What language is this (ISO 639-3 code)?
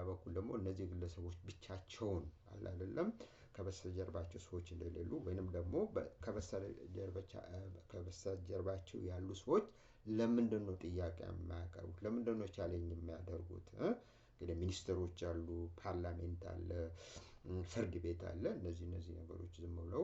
amh